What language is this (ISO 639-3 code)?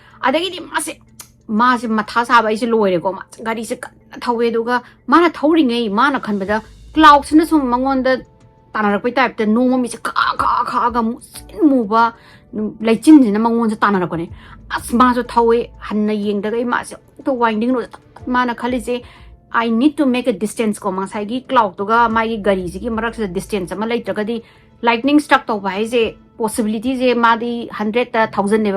mni